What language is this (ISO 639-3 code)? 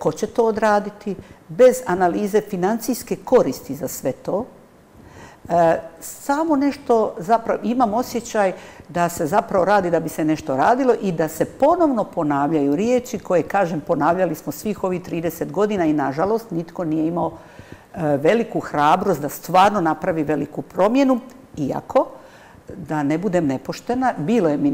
hrv